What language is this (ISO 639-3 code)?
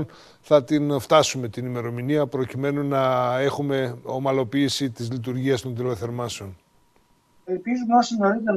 ell